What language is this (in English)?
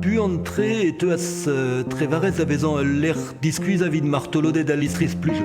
Breton